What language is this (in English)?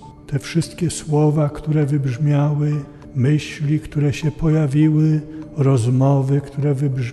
Polish